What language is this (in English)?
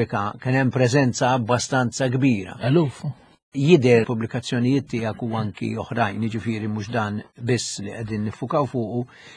Maltese